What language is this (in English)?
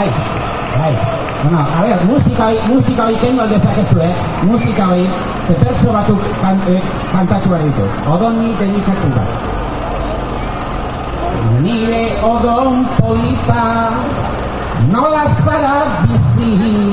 Basque